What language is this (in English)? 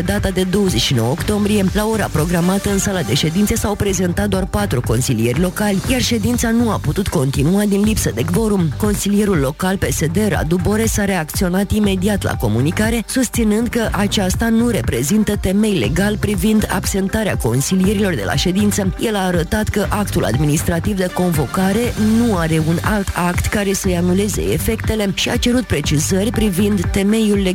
Romanian